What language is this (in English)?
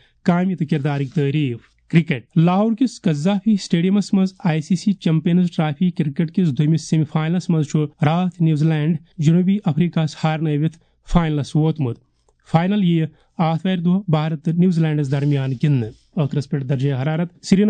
Kashmiri